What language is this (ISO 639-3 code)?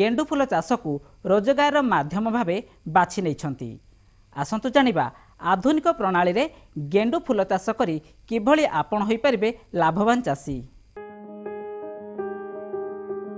ori